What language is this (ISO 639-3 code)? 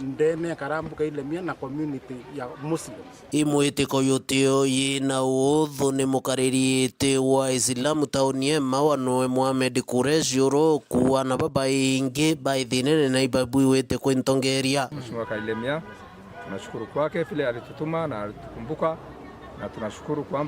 mer